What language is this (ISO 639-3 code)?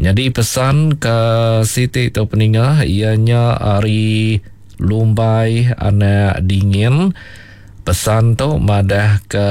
iba